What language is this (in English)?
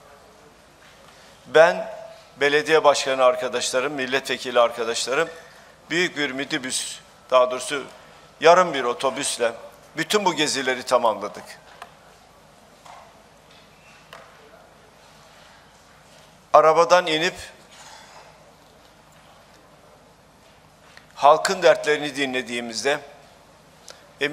Turkish